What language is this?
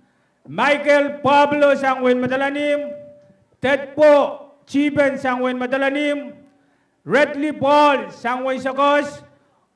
Pohnpeian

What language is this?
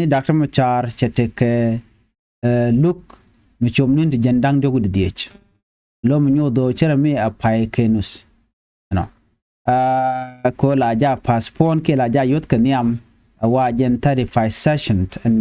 Nuer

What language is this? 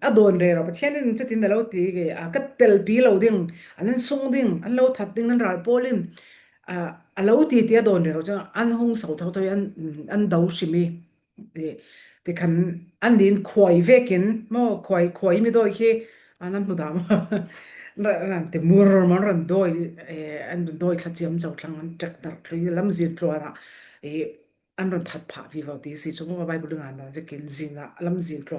Falam Chin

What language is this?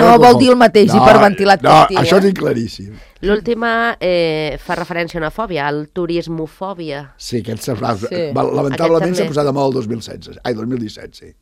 Catalan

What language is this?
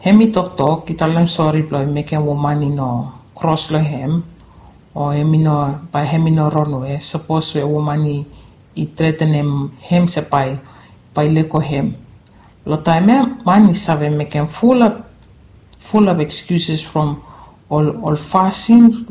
Bislama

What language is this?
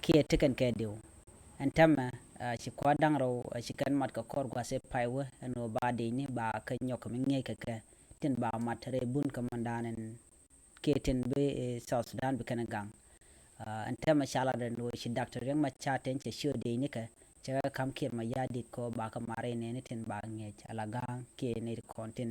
Nuer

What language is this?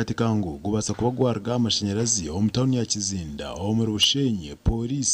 Nyankole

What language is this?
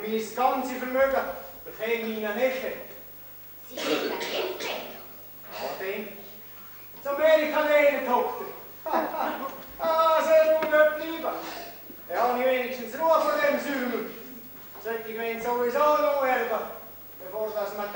German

